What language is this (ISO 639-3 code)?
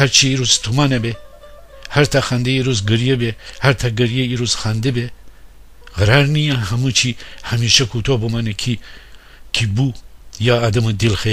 glk